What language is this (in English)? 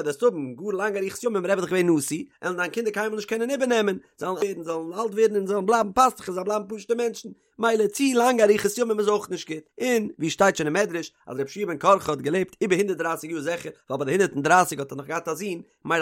Yiddish